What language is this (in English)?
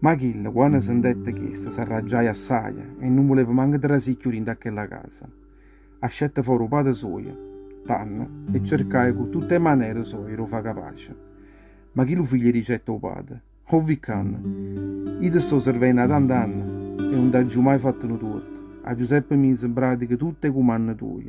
Neapolitan